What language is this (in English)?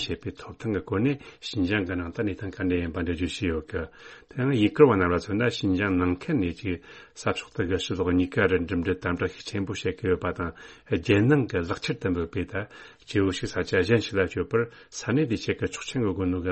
Tibetan